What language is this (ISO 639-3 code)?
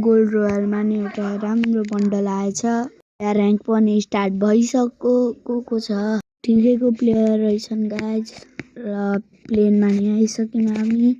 nep